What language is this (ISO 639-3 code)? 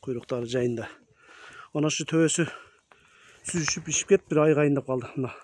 kir